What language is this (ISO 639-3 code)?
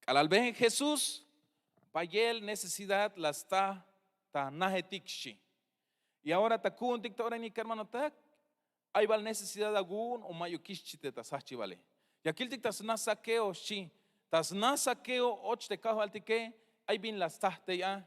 tzh